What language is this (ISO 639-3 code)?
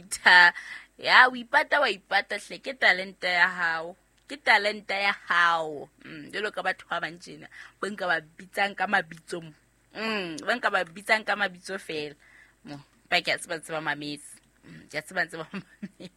sot